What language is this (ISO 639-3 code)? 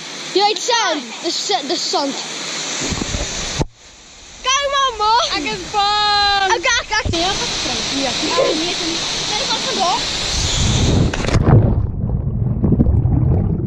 afr